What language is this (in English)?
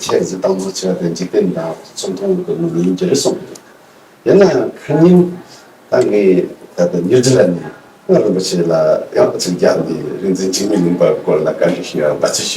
Tibetan